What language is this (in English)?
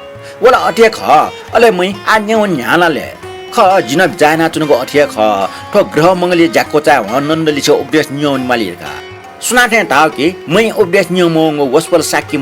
Newari